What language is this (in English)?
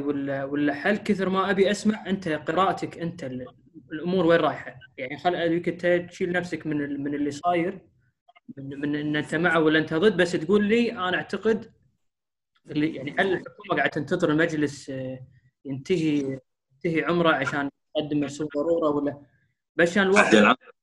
Gulf Arabic